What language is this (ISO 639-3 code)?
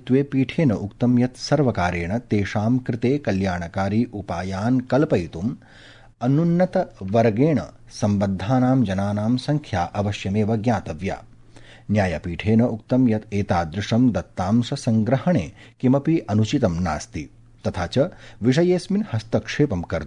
san